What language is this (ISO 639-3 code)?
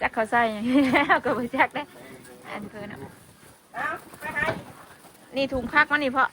tts